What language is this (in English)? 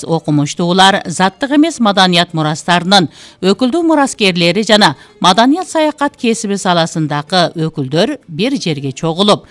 Kyrgyz